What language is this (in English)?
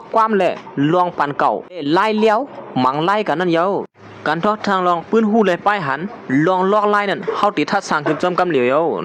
Shan